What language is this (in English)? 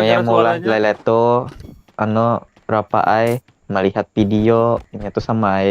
Banjar